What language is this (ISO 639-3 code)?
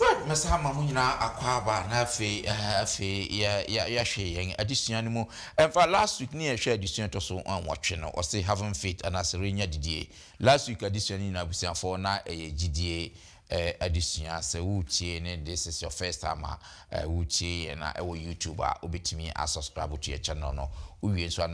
aka